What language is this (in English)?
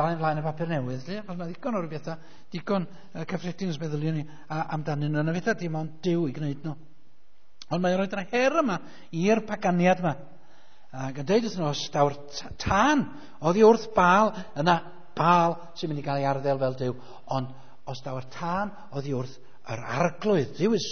Welsh